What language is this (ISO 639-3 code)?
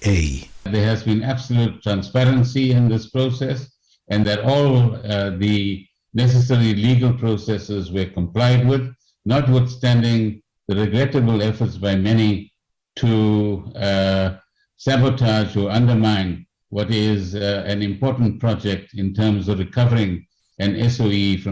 ven